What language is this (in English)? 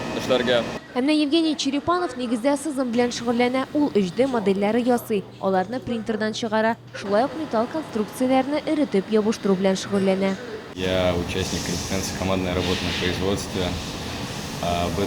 Tatar